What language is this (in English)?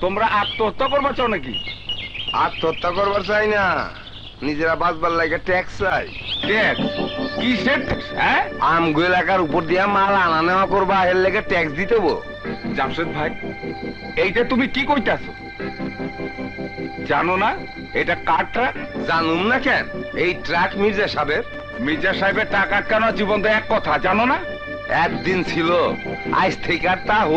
Bangla